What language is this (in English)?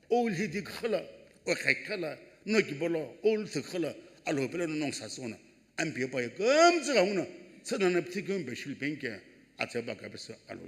Sumi Naga